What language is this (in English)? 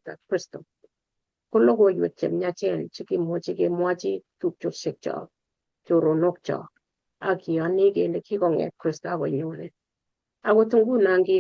Kalenjin